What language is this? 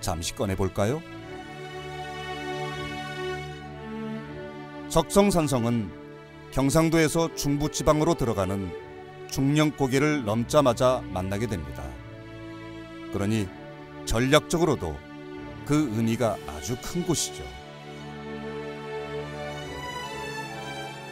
Korean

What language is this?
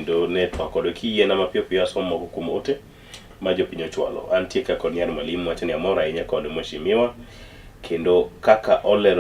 Luo (Kenya and Tanzania)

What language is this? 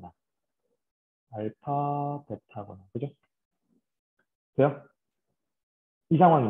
Korean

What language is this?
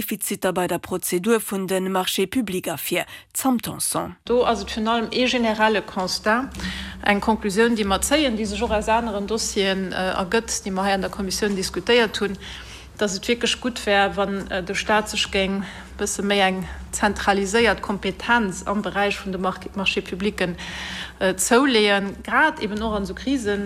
Luxembourgish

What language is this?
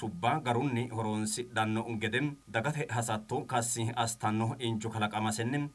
Sidamo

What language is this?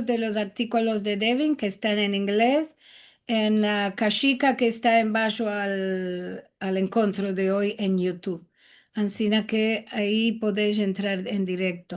Ladino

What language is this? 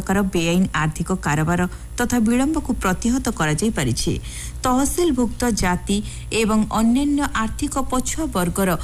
Odia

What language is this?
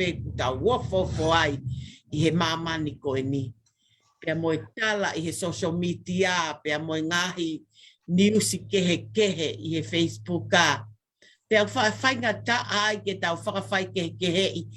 Tongan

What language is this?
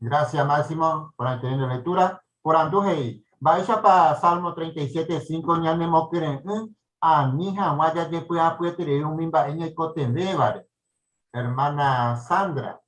Guarani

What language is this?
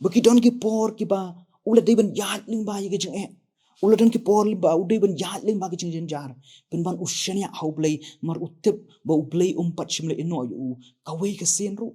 Khasi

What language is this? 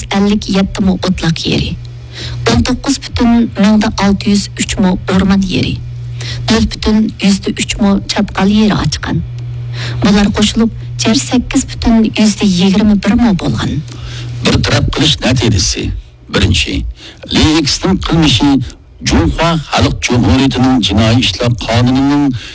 Uyghur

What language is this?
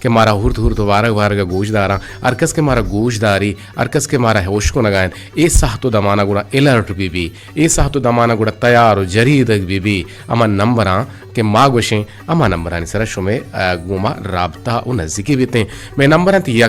Eastern Balochi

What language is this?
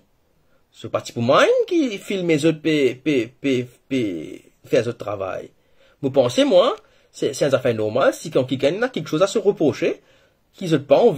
Morisyen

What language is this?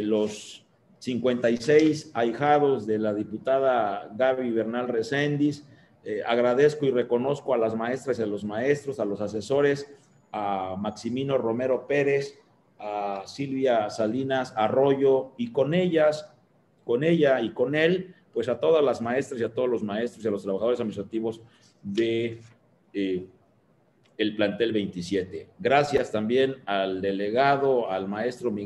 Spanish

